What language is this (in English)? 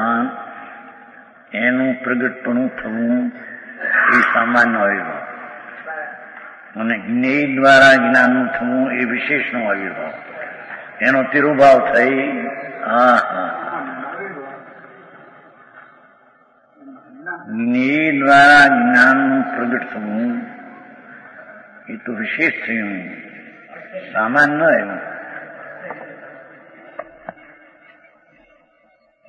Gujarati